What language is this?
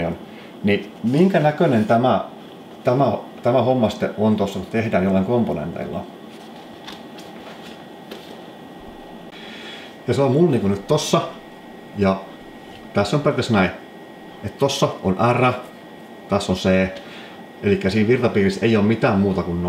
Finnish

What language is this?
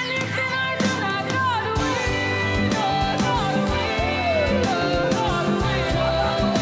Nigerian Pidgin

